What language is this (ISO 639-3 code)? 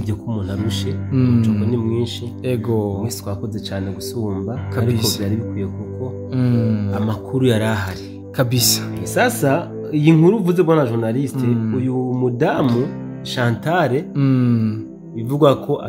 run